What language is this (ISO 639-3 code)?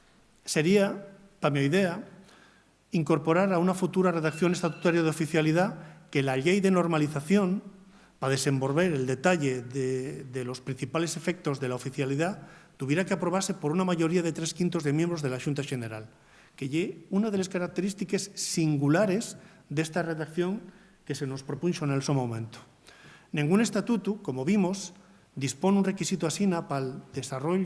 ast